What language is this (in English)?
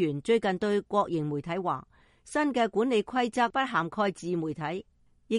Cantonese